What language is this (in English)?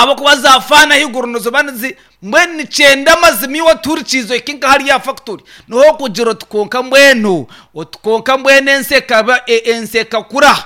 Nyankole